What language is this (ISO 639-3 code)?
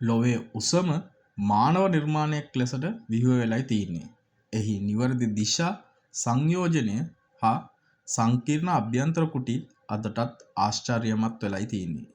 sin